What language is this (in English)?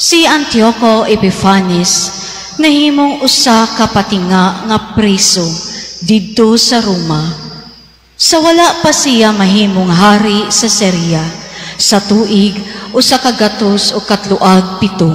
Cebuano